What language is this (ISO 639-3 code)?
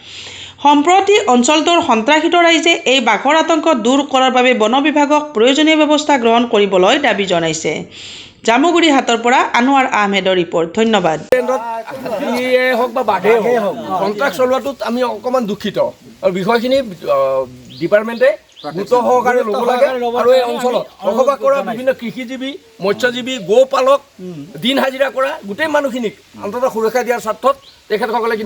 asm